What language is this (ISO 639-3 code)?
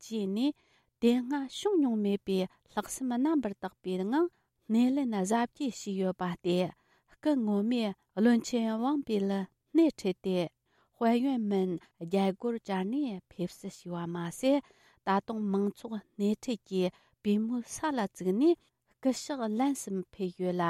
bod